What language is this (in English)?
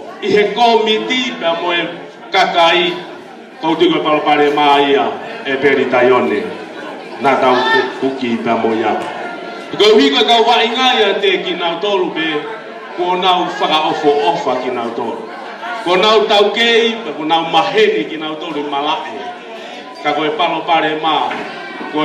Tongan